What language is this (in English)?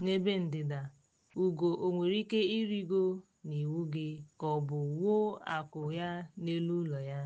Igbo